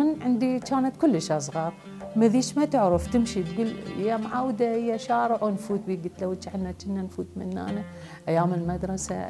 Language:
Mesopotamian Arabic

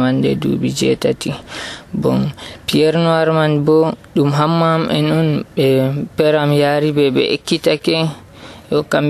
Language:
Nigerian Fulfulde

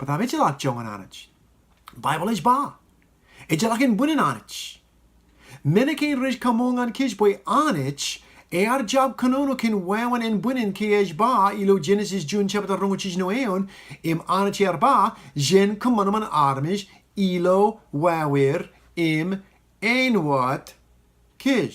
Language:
Marshallese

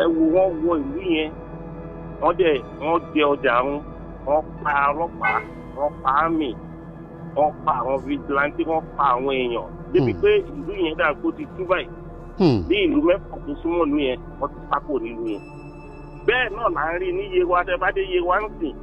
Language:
Yoruba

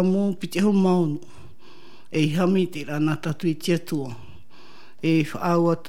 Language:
Tahitian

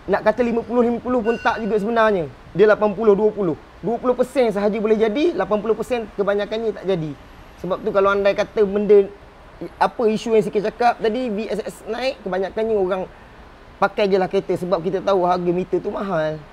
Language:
Malay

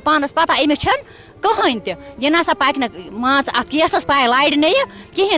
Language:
Kashmiri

